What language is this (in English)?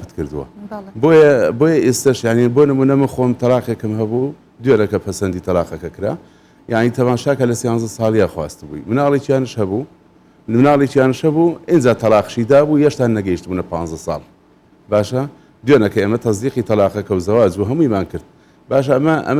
Central Kurdish